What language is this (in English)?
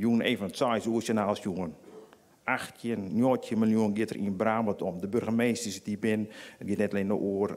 Western Frisian